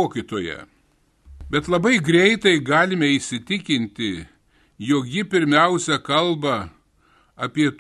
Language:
Lithuanian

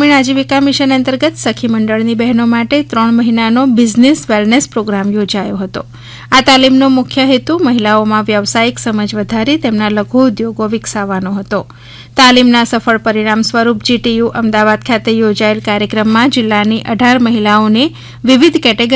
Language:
Gujarati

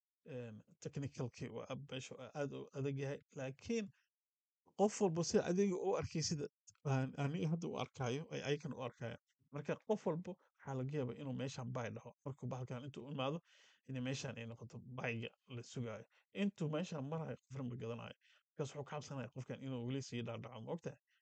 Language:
Somali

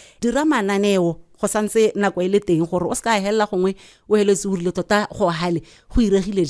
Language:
Tswana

